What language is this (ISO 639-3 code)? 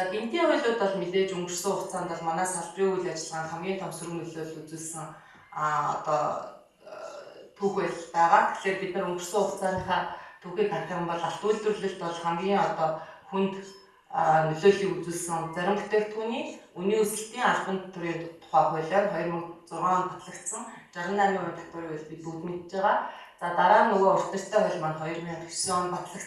mon